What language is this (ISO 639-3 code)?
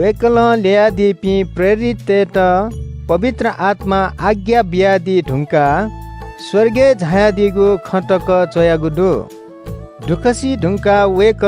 new